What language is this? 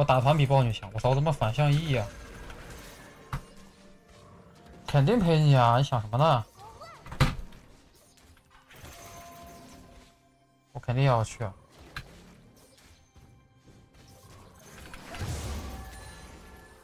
Chinese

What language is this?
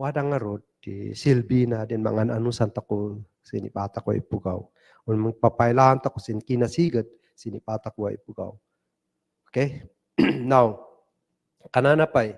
Kankanaey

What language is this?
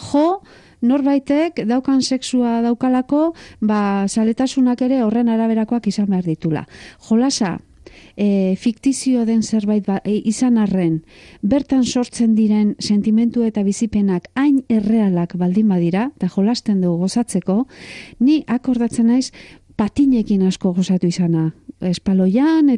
Basque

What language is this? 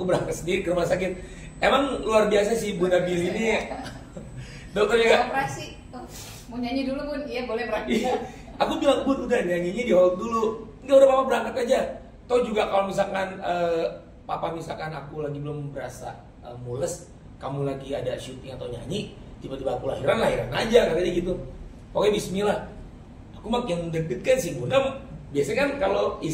Indonesian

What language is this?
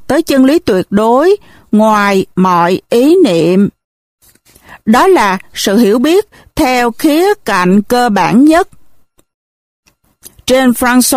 Vietnamese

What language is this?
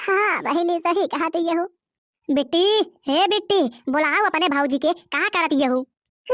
Bhojpuri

